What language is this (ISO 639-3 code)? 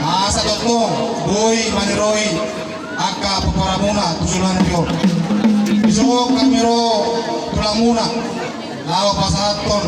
bbc